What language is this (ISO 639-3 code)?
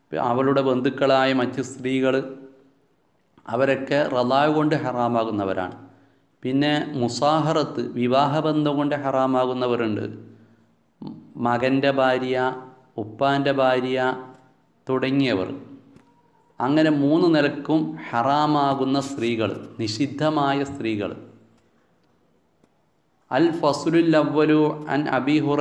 mal